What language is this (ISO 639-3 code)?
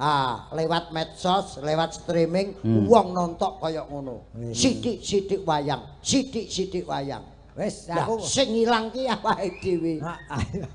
jav